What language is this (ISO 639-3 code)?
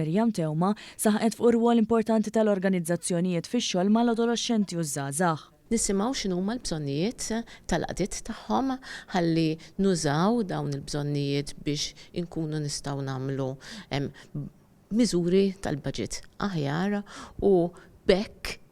mlt